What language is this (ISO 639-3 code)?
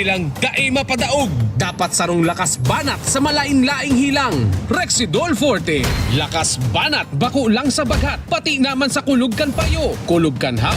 bik